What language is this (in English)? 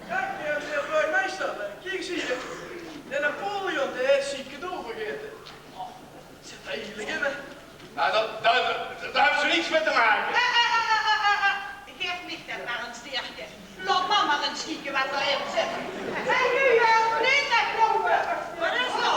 Limburgish